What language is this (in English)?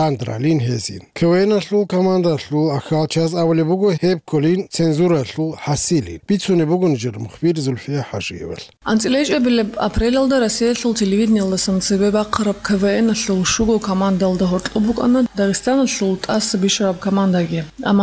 Avaric